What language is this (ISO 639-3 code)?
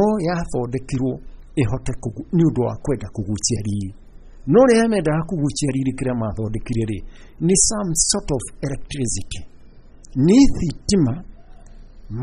kik